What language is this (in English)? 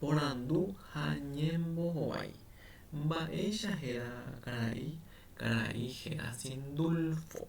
Guarani